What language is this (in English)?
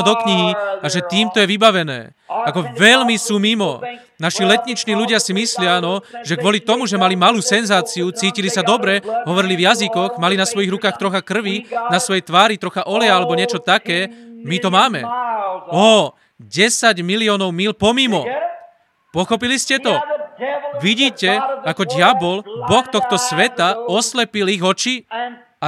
Slovak